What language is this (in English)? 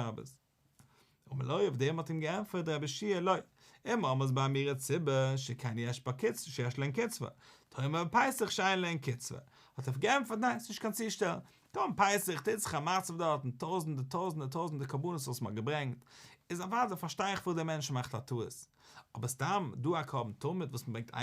Yiddish